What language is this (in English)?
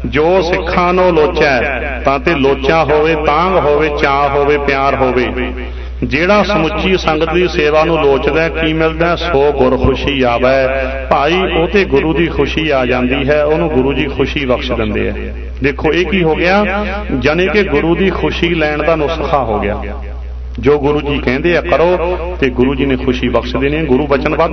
Punjabi